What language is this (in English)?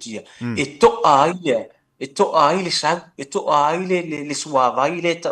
Samoan